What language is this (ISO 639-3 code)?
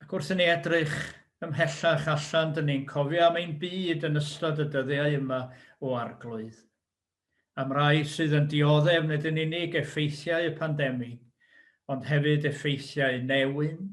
cym